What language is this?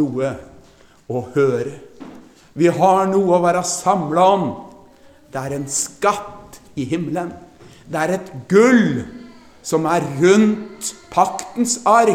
Norwegian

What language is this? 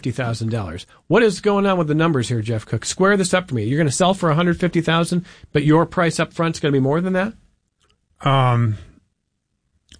English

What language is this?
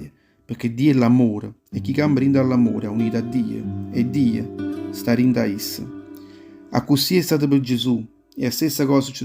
Neapolitan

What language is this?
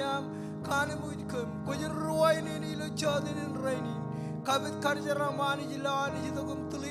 Marshallese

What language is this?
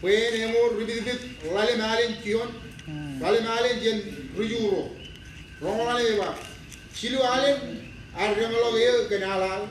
Marshallese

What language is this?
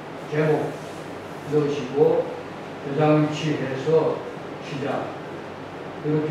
Korean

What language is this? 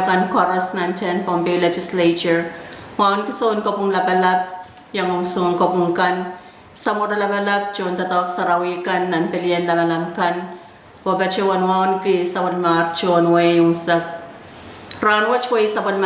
Pohnpeian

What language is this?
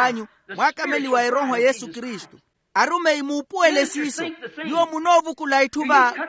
Makhuwa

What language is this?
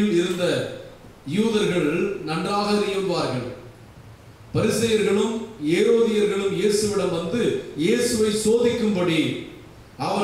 Tamil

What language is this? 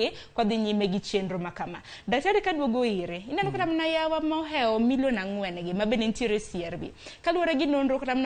Luo (Kenya and Tanzania)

